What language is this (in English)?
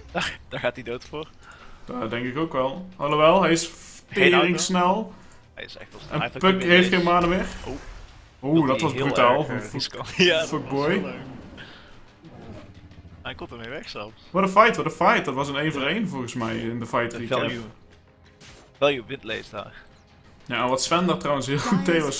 Dutch